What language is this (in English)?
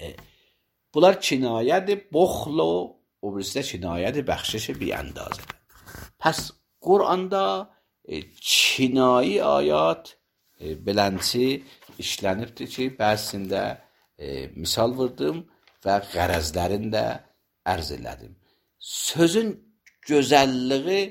Azerbaijani